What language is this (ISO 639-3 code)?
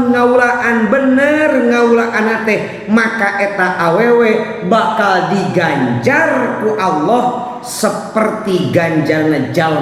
sun